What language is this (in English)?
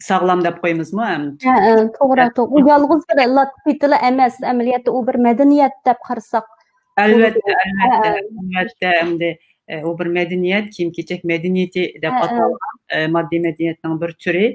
Uyghur